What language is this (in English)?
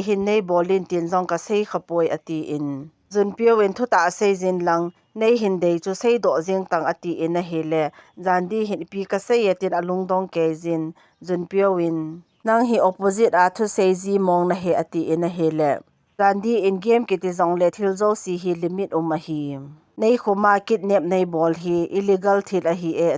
Thado Chin